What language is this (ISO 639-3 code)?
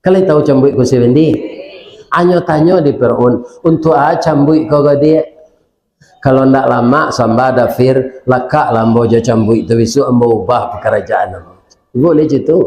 min